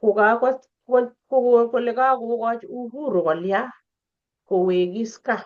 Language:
Kalenjin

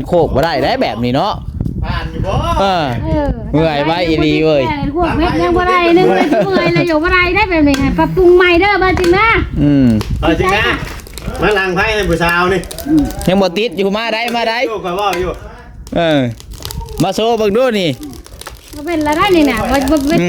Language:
Northeastern Thai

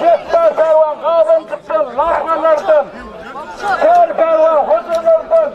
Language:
Turkmen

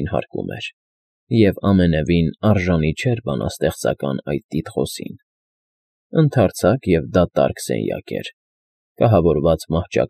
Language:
Armenian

